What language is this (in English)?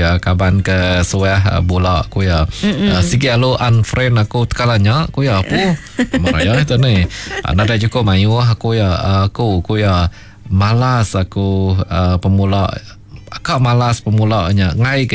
Iban